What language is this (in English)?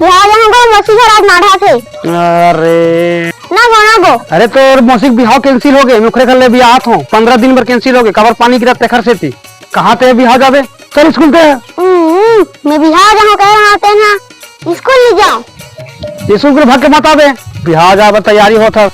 Chhattisgarhi